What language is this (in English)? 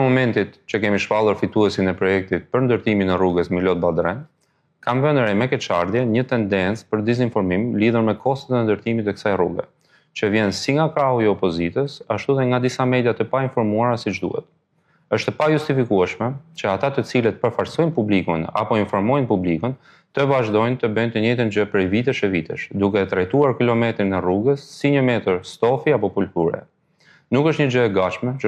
Albanian